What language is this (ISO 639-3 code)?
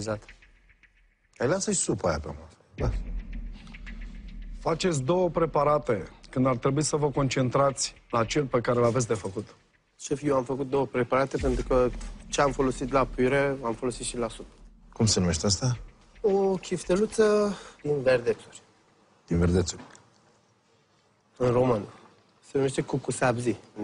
ron